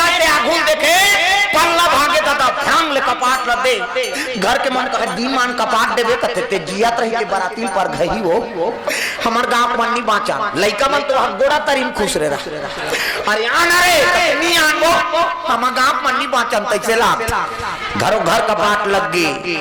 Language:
Chhattisgarhi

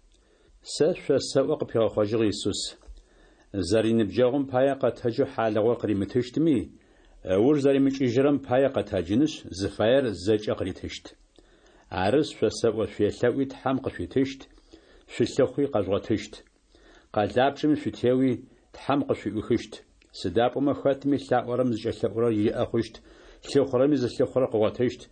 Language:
Adyghe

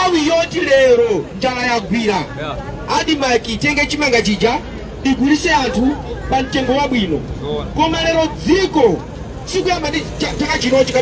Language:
Nyanja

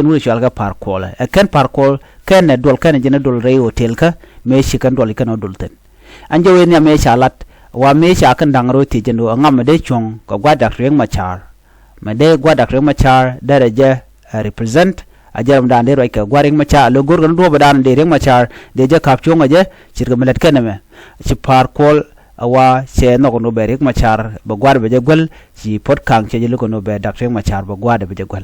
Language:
Nuer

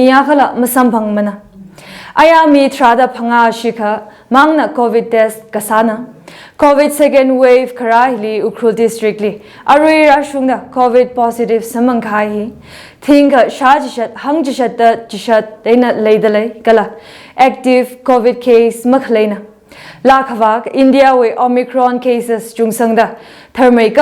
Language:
Tangkhul Naga (India)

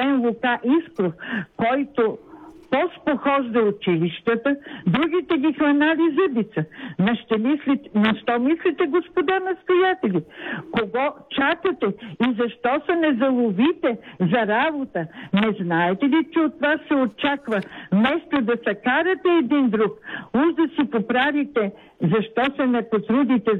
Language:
Bulgarian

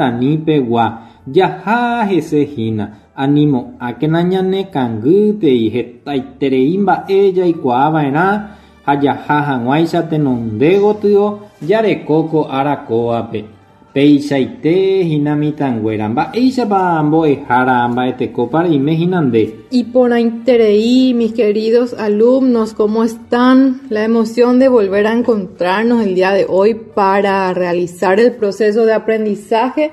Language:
Guarani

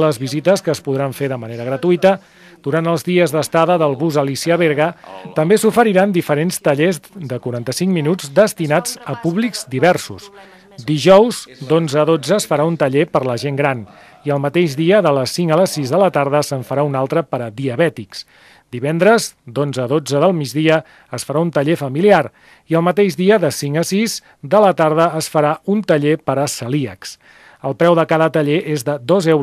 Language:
Catalan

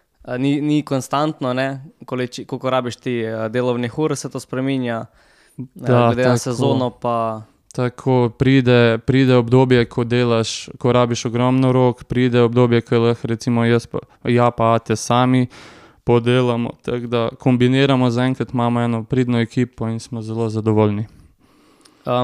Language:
Slovenian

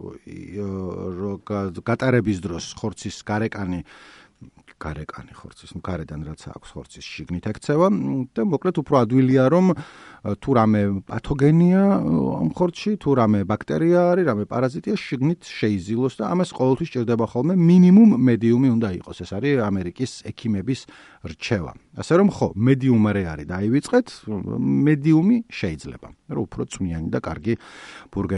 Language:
Georgian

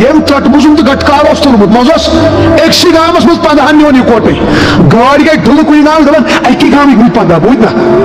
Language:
Kashmiri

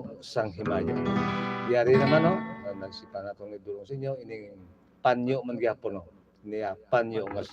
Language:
Hiligaynon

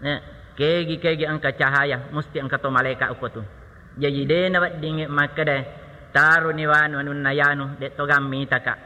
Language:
Buginese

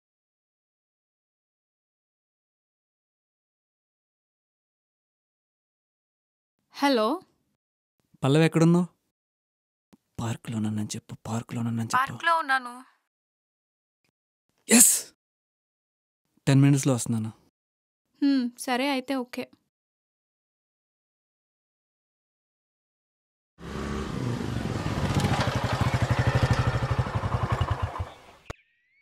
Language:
Telugu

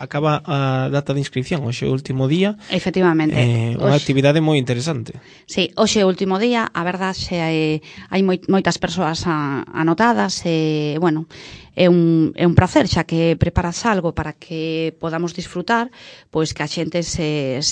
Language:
Galician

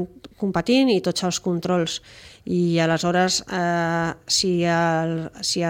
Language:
Catalan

